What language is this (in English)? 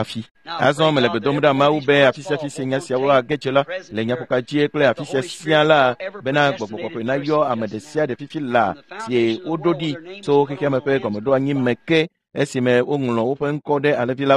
Ewe